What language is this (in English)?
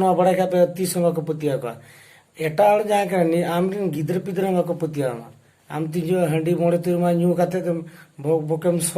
Santali